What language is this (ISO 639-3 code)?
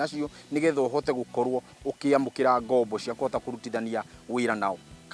kik